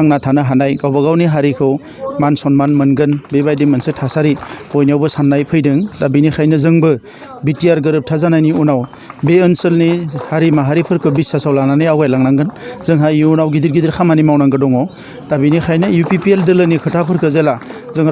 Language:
Bodo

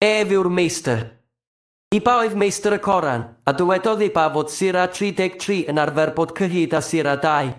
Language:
Welsh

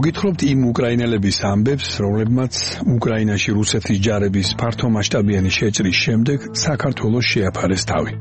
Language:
Georgian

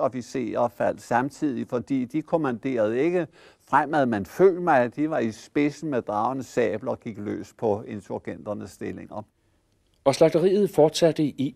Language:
Danish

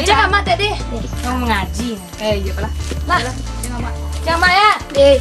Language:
Minangkabau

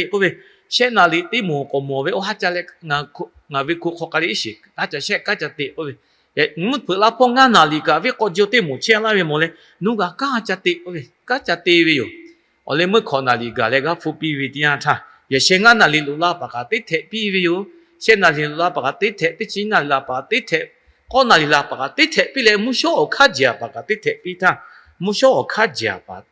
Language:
Lahu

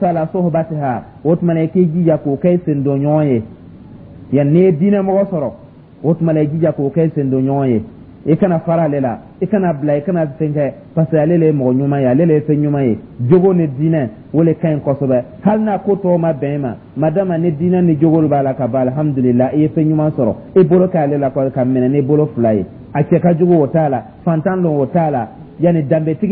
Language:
Dyula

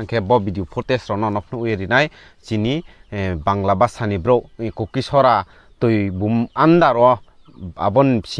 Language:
Riang (India)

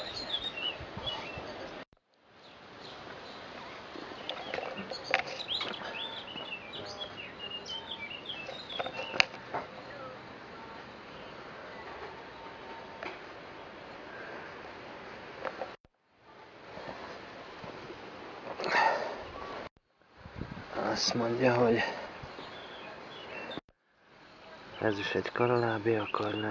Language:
Hungarian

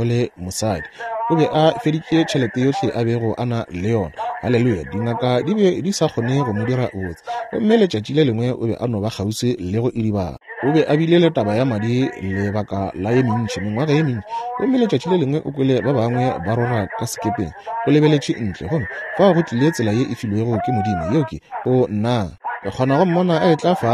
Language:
Northern Sotho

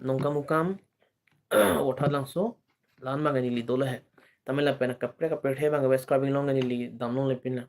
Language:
Karbi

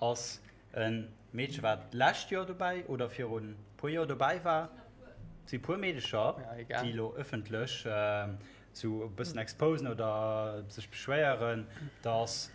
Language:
Luxembourgish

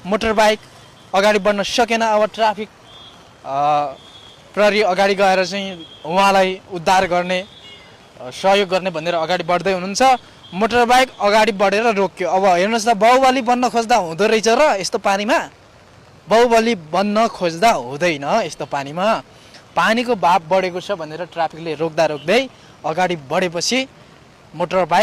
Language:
Nepali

